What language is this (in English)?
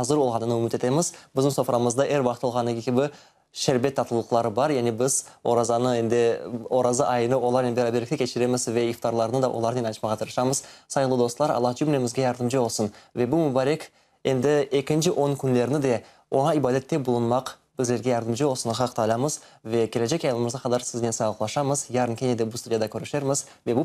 Crimean Tatar